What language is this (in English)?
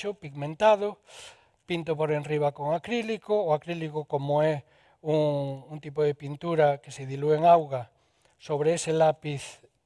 Galician